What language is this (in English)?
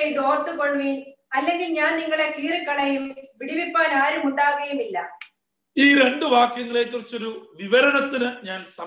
Malayalam